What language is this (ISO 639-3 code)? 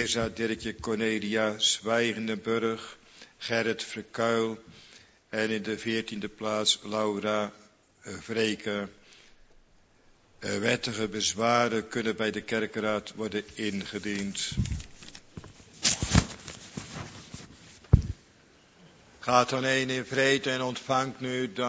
nld